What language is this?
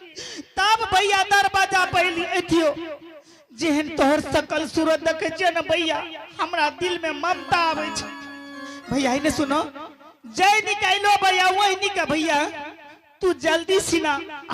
Angika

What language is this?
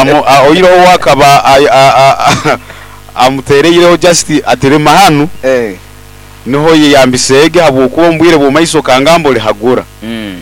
Nyoro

